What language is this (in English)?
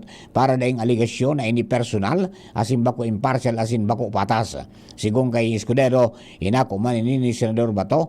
Bikol